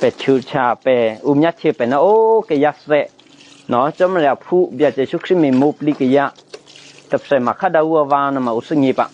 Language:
Eastern Kayah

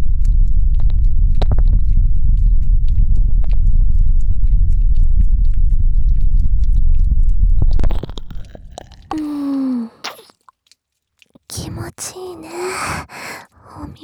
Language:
Japanese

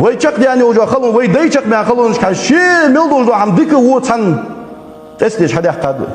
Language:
Ingush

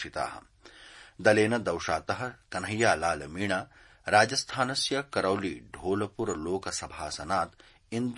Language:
Sanskrit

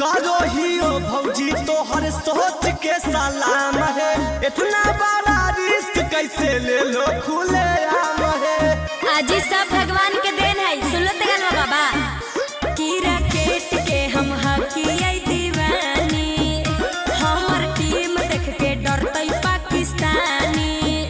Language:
Magahi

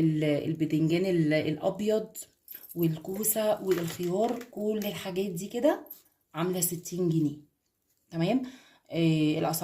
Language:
Egyptian Arabic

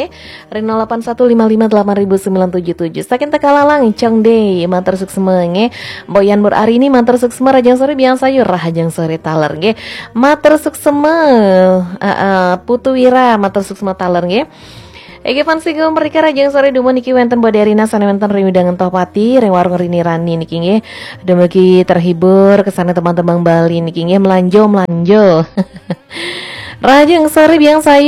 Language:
Balinese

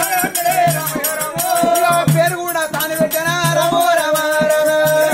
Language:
Telugu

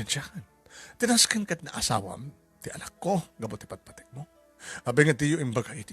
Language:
Iloko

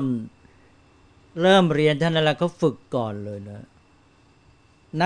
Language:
Thai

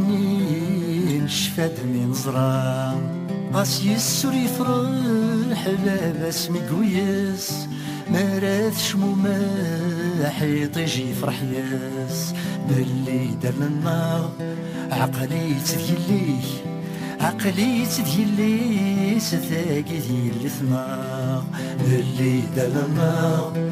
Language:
Kabyle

